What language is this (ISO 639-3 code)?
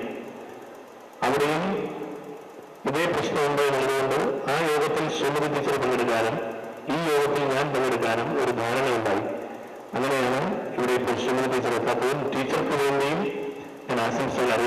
mal